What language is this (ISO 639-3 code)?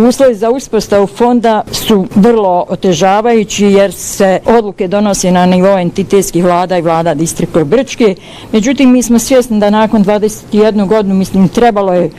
bos